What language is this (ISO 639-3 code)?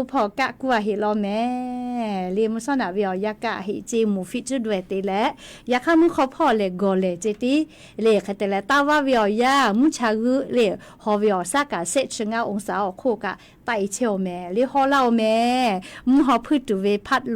lhu